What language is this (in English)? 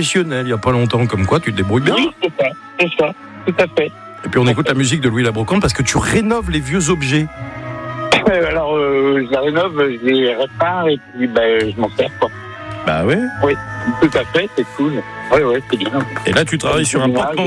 French